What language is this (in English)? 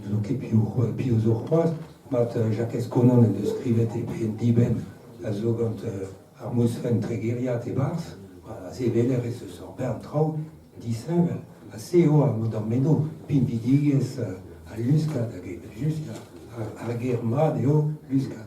Breton